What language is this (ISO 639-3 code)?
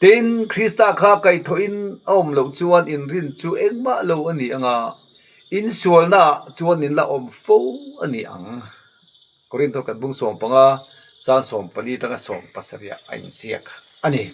lus